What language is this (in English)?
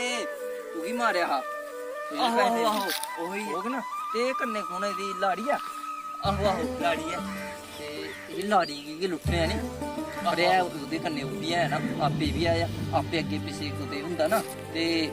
Dogri